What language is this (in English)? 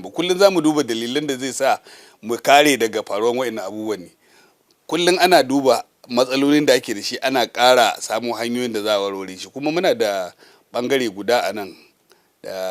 Hausa